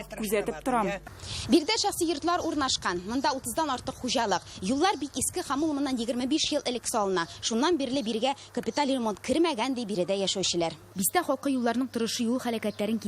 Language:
Tatar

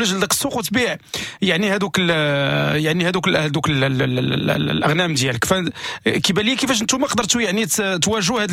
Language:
Moroccan Arabic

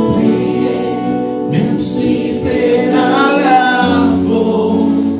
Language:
Morisyen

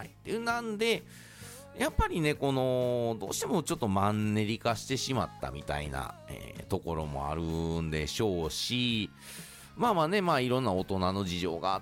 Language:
Japanese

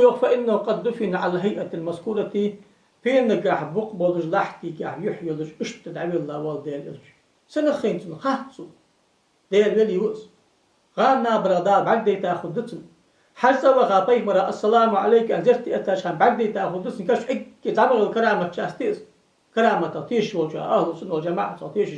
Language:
Ingush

